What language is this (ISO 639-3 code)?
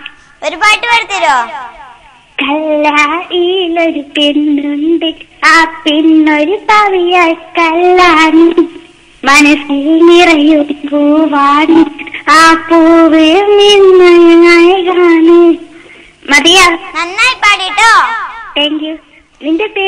mal